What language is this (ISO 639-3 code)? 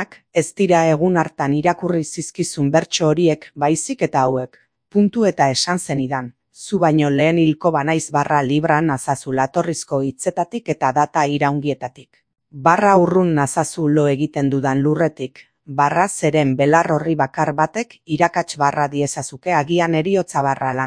eus